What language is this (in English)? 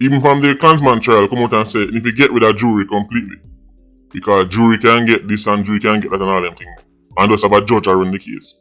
Jamaican Creole English